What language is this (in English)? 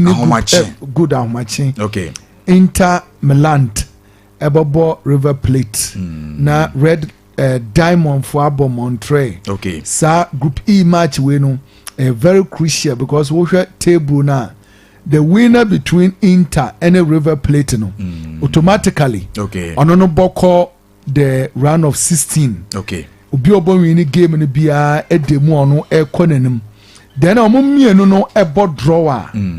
Akan